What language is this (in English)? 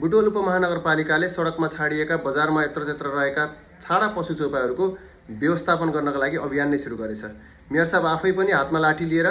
Nepali